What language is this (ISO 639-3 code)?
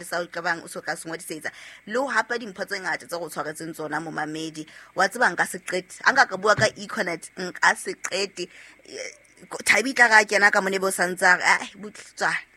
sot